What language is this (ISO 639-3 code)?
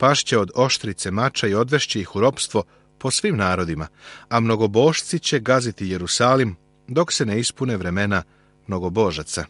srp